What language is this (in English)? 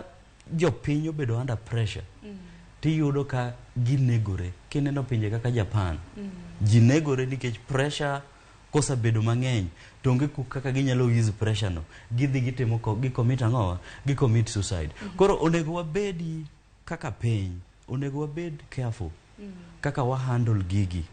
Luo (Kenya and Tanzania)